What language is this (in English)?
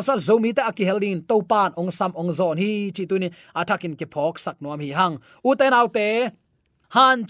Tedim Chin